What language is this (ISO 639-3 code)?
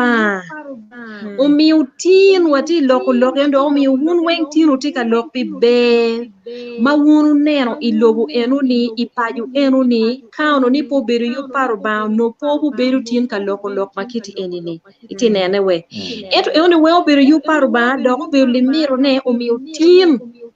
ach